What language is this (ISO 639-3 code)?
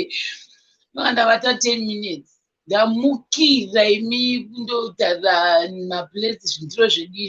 sna